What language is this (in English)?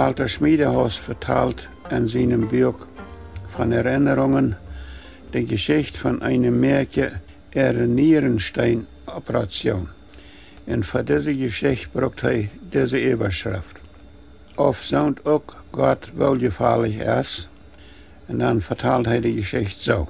Plautdietsch